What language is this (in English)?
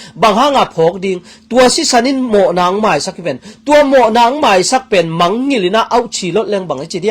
Tedim Chin